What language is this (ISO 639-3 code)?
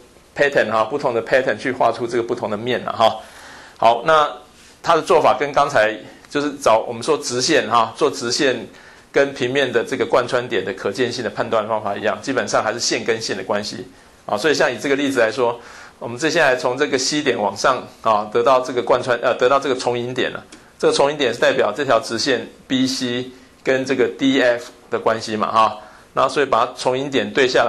zho